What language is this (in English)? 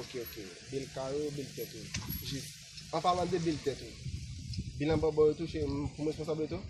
Haitian Creole